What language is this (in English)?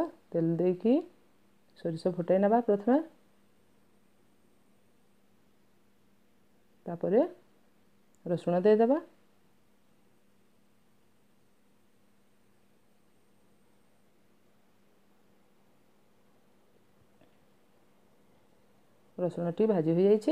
Odia